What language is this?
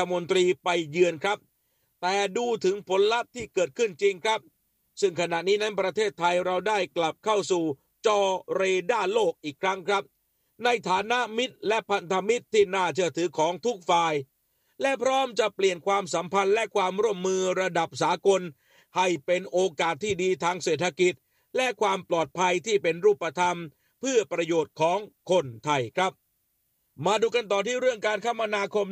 Thai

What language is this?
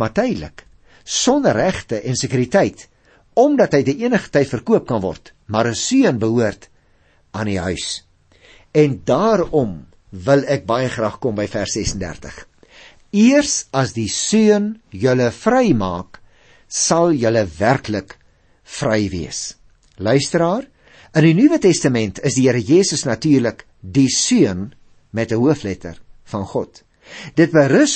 Afrikaans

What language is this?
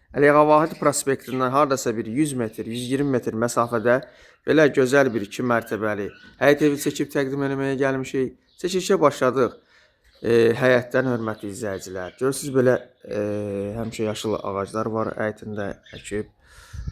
Azerbaijani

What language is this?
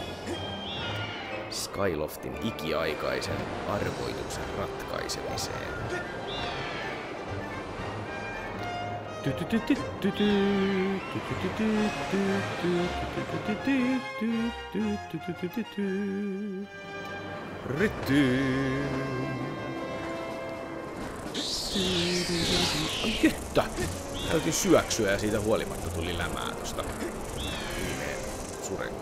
Finnish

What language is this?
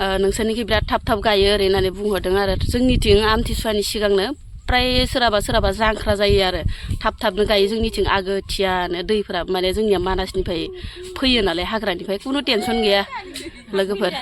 Bodo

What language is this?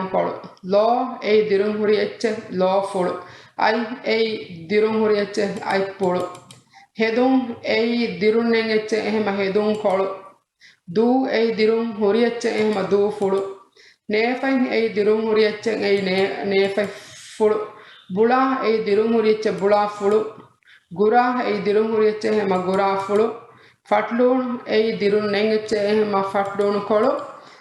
Divehi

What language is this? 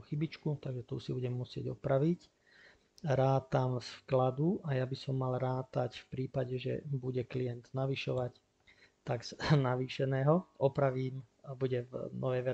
Slovak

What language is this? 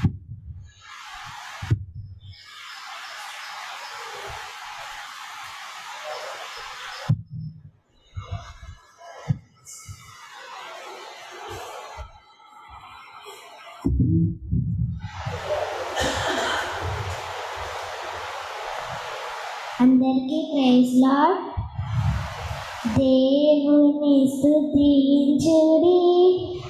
Telugu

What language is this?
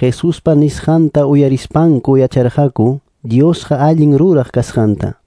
Quechua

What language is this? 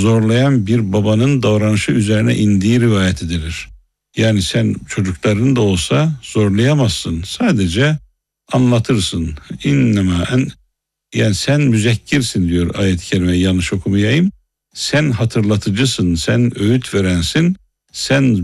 Turkish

